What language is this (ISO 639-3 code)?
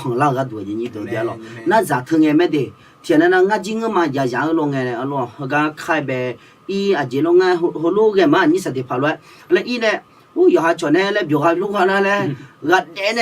ahk